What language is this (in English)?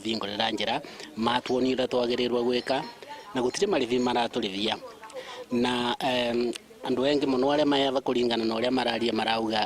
Meru